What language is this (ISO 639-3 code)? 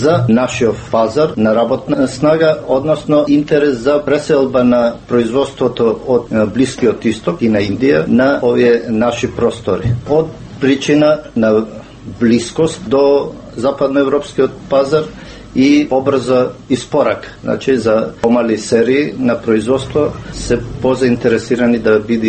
mkd